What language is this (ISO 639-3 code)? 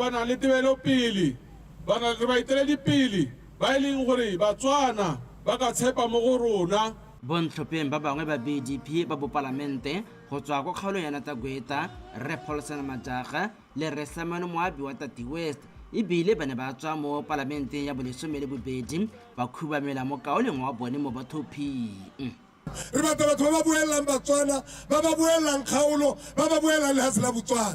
tsn